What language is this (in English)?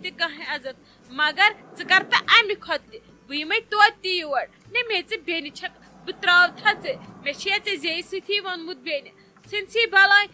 Kashmiri